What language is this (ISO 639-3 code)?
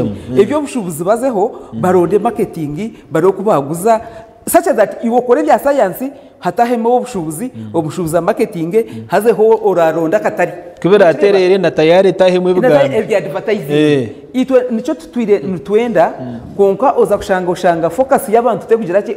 nyn